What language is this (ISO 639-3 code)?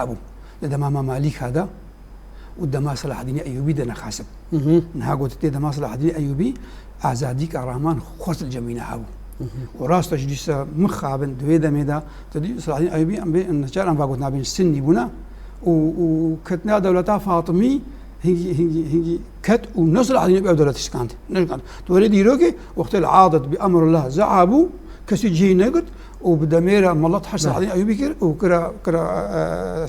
kur